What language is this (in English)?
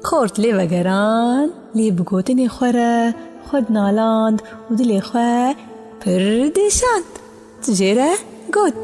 Kurdish